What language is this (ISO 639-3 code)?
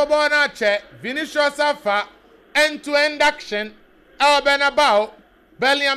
aka